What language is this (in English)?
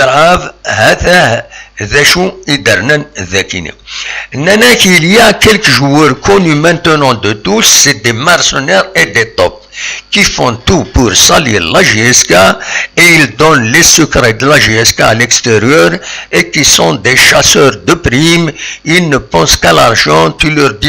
Kabyle